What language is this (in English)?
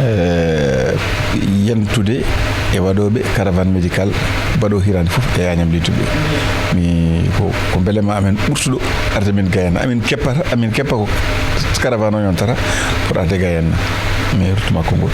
Fula